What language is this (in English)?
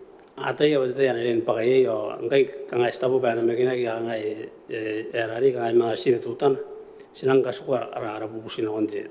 Gilbertese